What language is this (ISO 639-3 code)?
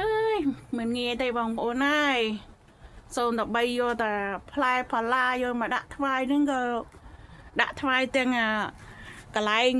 khm